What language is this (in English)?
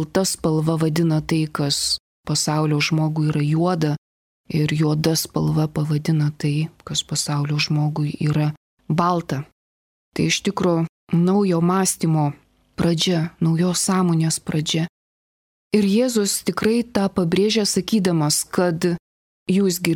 Lithuanian